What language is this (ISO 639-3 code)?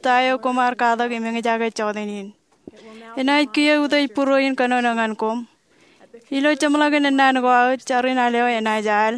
mah